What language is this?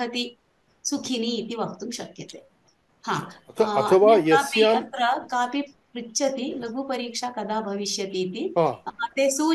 Sanskrit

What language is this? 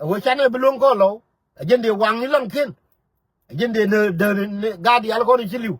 Nuer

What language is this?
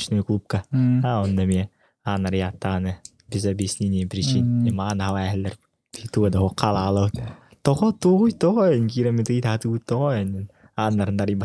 Yakut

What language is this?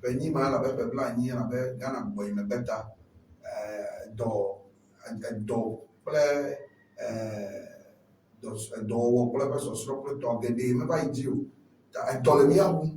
Ewe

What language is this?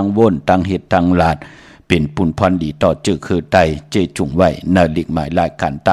Shan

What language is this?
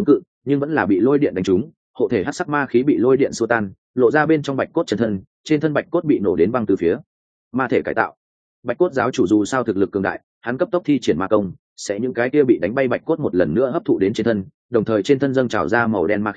Vietnamese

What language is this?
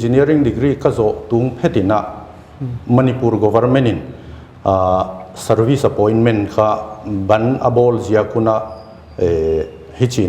Paite Chin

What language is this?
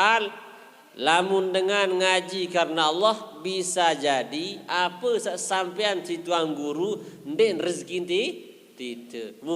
Sasak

